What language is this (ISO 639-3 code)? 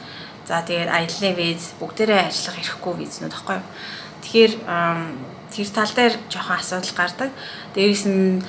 mon